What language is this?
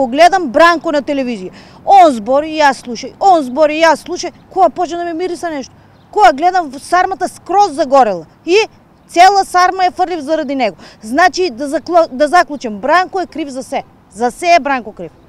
Macedonian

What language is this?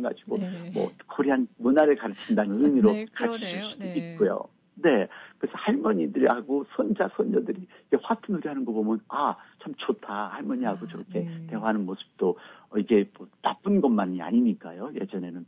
Korean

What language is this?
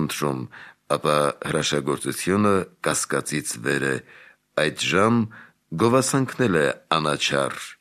Armenian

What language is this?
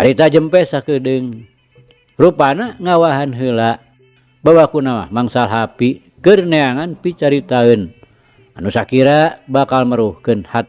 Sundanese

